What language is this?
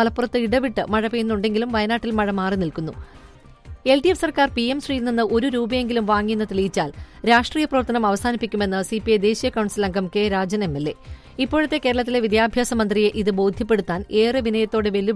Malayalam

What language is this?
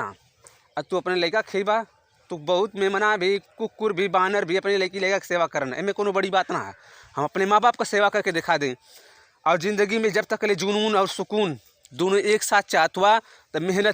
Bhojpuri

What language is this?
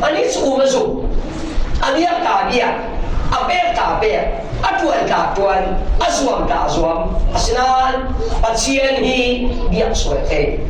Falam Chin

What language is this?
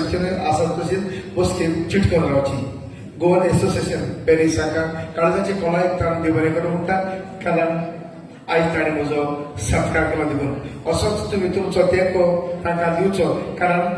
Konkani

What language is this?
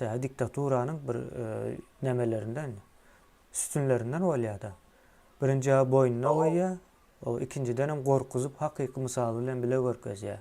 Turkmen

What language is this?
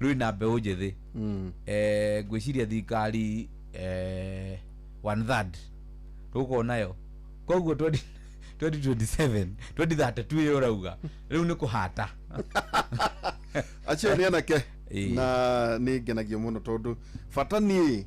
Kikuyu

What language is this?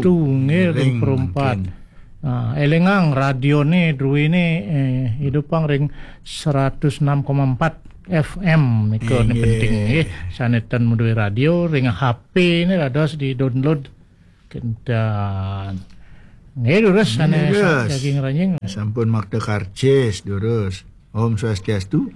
Balinese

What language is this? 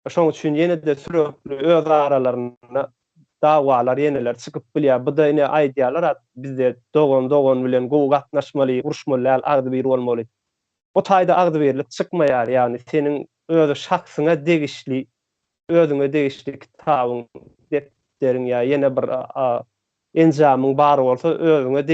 Turkmen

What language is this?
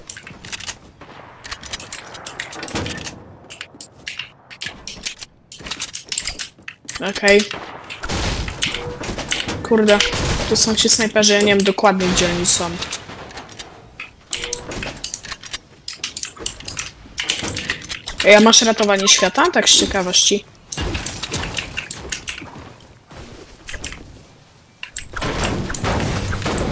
Polish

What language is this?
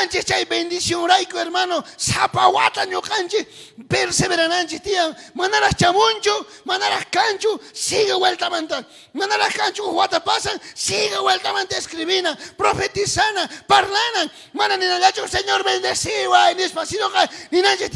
South Bolivian Quechua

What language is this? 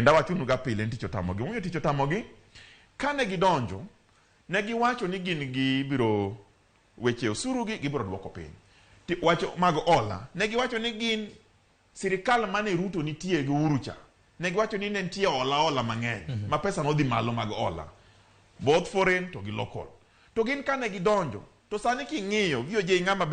Luo (Kenya and Tanzania)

